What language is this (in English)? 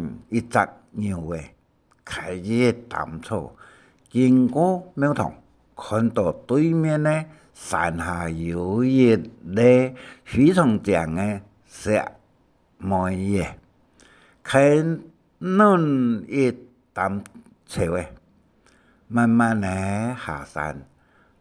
Hakka Chinese